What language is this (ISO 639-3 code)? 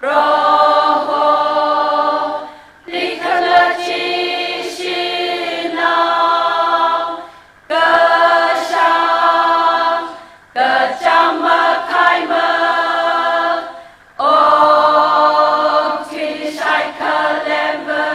nmf